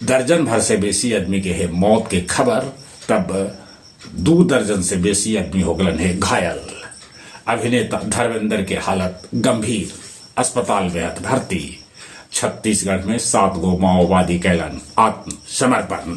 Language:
Magahi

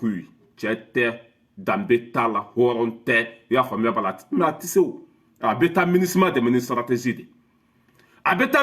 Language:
Bambara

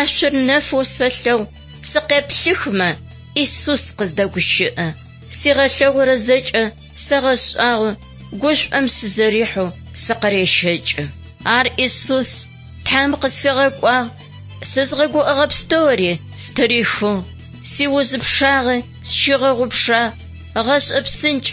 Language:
Adyghe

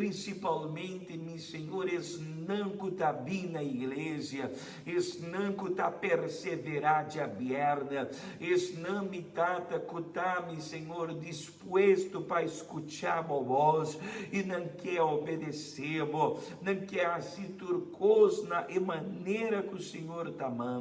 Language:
Papiamento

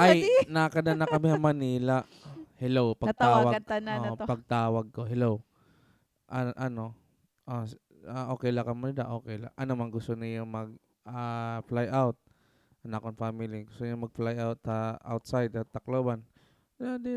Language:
Waray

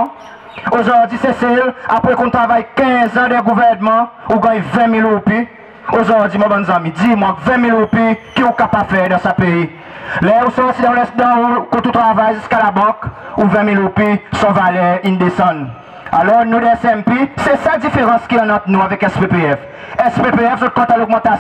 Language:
Seselwa Creole French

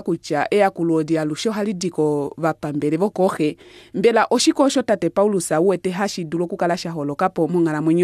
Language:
Kuanyama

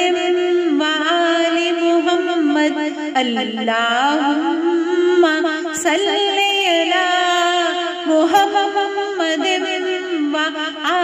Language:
Urdu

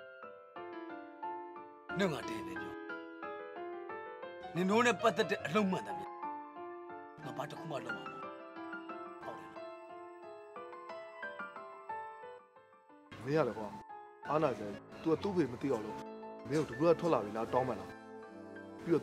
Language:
Burmese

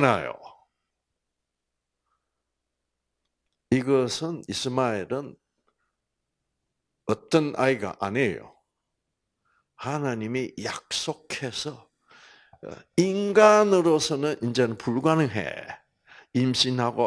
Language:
Korean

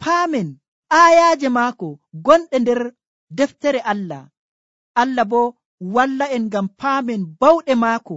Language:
Nigerian Fulfulde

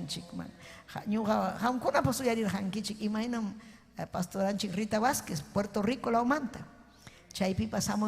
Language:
Ayacucho Quechua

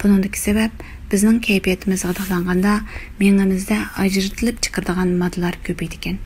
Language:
Uyghur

